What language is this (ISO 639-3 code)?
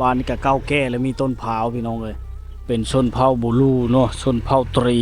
lao